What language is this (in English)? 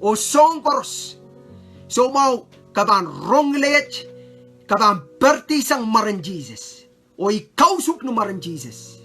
Pohnpeian